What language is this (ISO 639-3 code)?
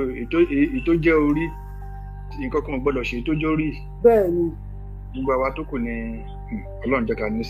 yor